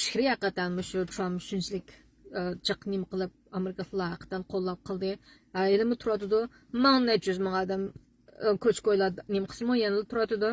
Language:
Uyghur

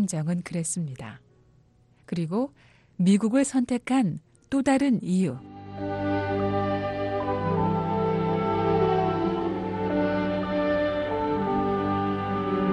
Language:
Korean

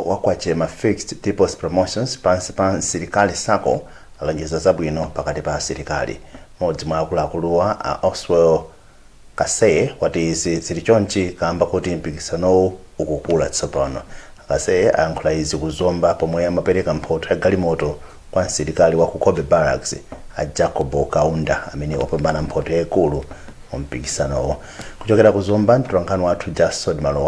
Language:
Nyanja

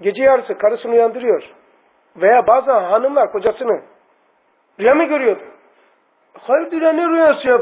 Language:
Turkish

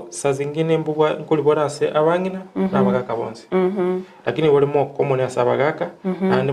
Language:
Gusii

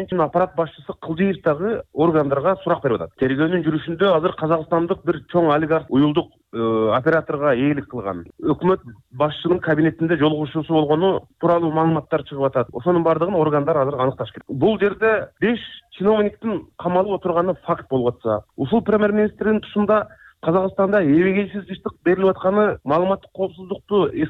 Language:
Kyrgyz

